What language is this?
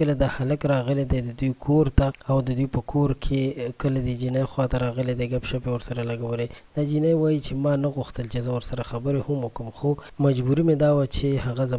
Pashto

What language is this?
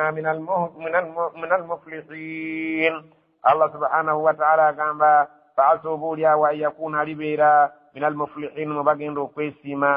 Ganda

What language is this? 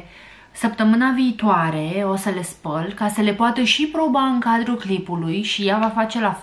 Romanian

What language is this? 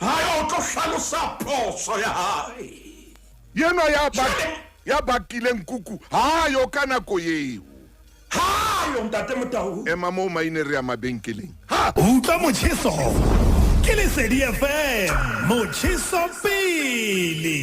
Southern Sotho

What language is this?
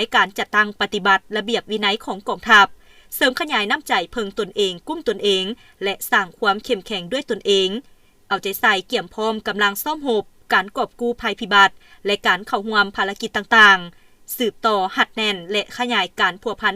Lao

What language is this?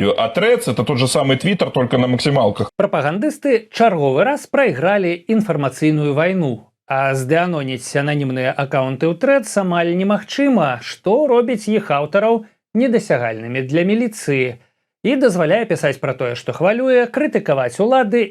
Belarusian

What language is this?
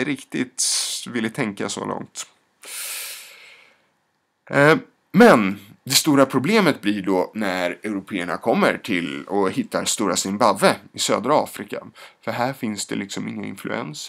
Swedish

